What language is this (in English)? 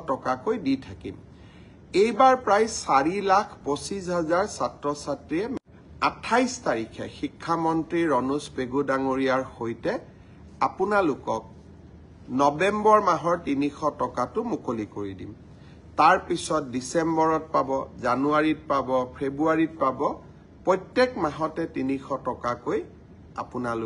Assamese